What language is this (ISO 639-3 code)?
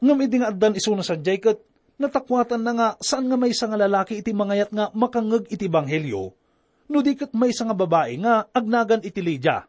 ilo